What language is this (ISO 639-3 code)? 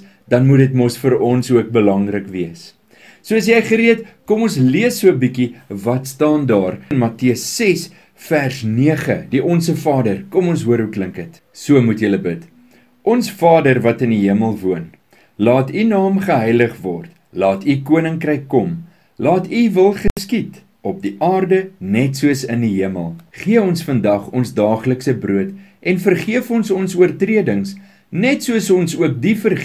afr